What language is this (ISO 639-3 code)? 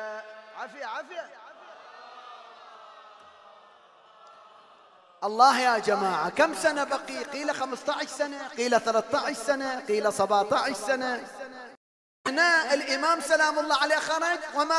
ara